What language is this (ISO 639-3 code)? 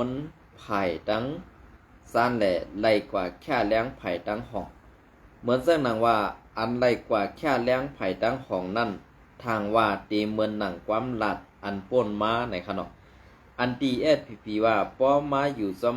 shn